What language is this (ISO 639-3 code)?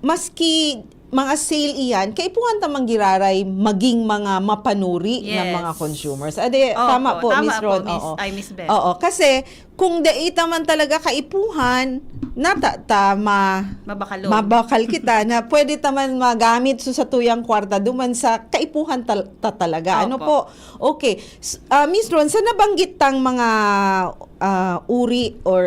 bik